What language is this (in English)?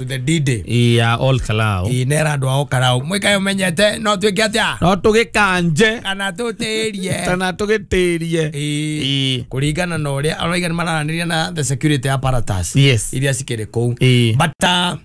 Kikuyu